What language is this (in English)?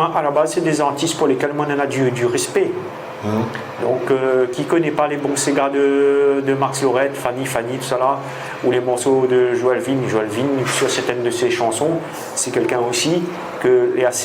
Réunion Creole French